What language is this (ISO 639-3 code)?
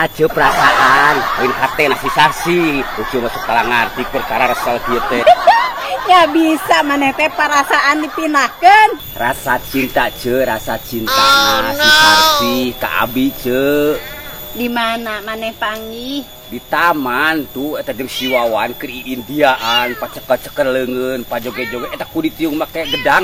sun